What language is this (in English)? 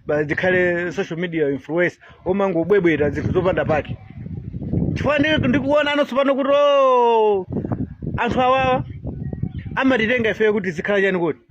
Nyanja